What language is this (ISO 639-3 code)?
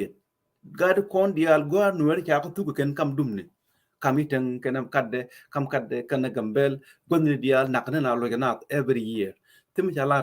nus